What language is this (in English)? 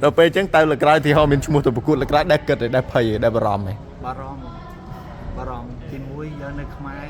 Khmer